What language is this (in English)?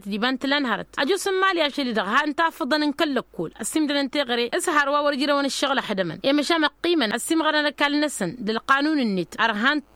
Tamasheq